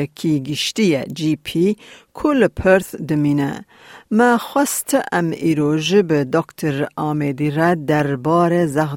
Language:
Kurdish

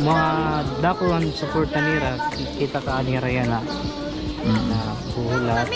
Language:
Waray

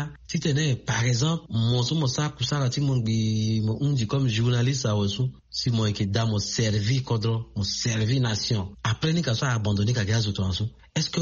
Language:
Sango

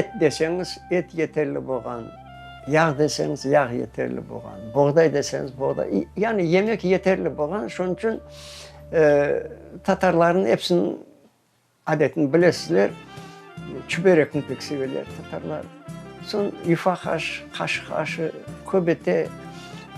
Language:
Crimean Tatar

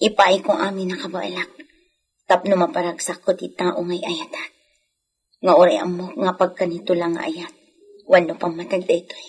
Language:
Iloko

